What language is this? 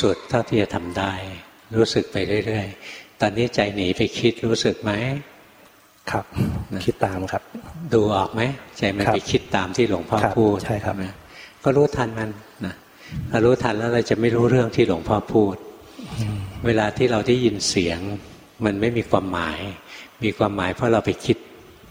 Thai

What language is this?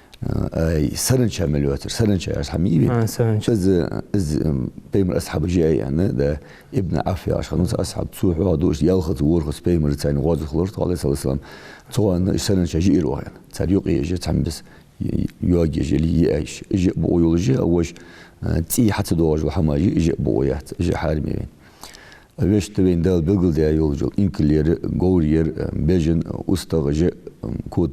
Ingush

